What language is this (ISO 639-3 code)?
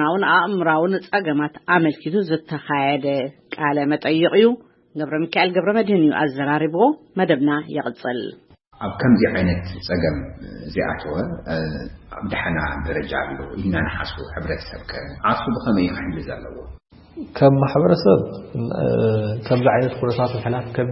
tir